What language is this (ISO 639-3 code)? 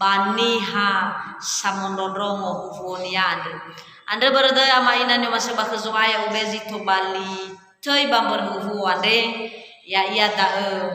nia